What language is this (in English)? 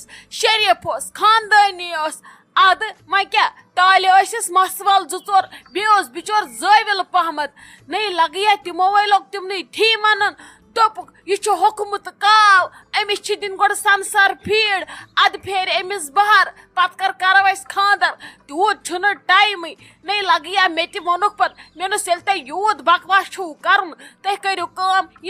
Kashmiri